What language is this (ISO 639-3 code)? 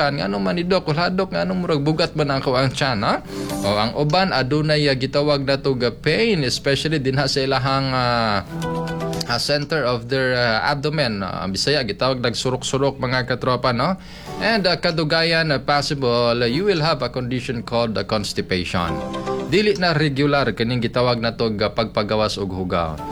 ceb